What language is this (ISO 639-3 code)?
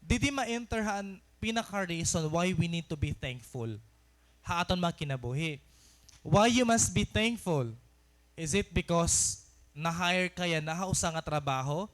war